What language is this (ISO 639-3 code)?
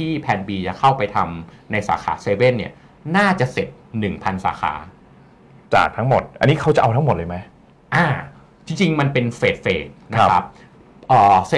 tha